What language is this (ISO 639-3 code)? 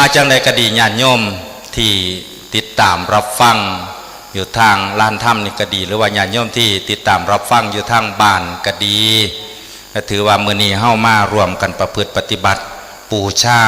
tts